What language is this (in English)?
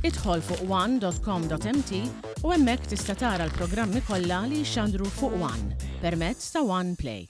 Maltese